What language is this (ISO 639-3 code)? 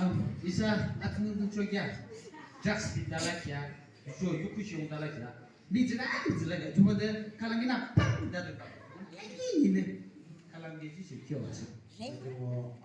yim